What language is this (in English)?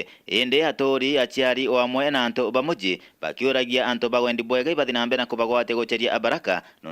Meru